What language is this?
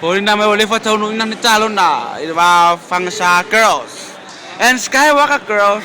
Samoan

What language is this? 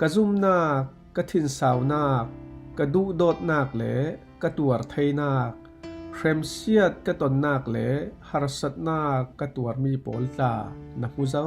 Falam Chin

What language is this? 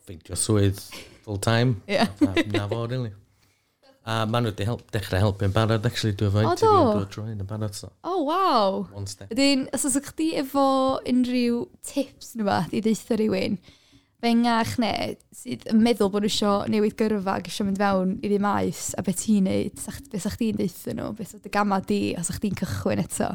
Welsh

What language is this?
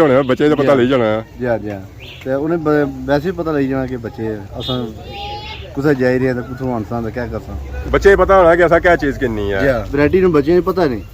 Pahari-Potwari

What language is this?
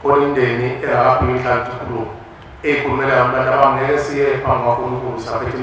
Zulu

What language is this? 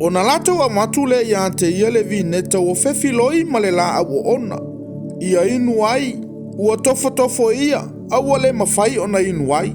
Samoan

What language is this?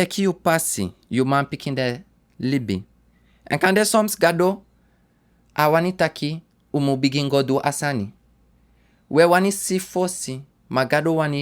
Sranan Tongo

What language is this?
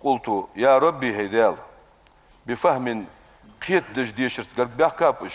Ingush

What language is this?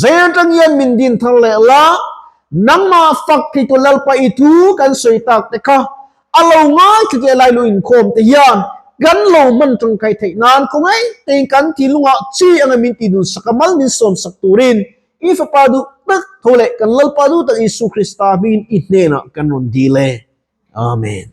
Mizo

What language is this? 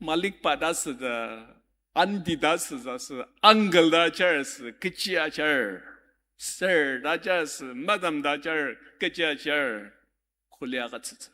Ao Naga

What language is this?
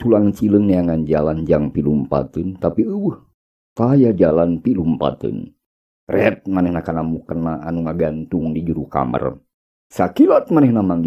Sundanese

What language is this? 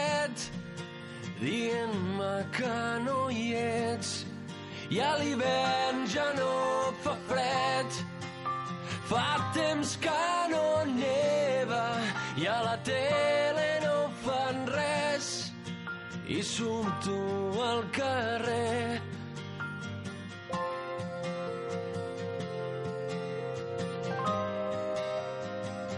Catalan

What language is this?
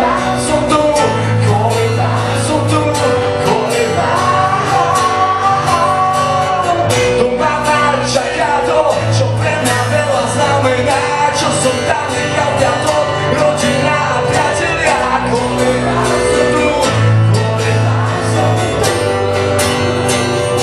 Slovak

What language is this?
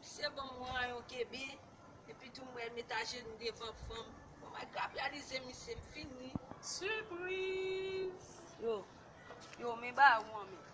Haitian Creole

